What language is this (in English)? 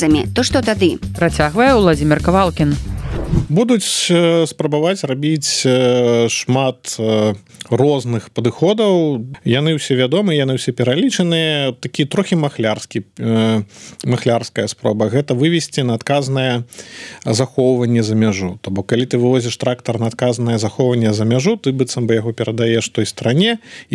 Belarusian